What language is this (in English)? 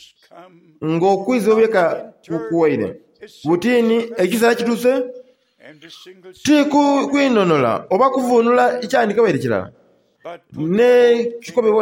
Soga